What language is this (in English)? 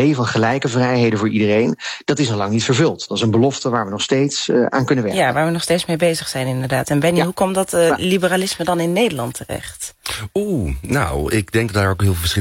Dutch